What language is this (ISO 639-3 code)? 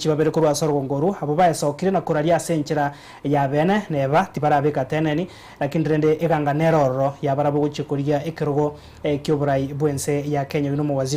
guz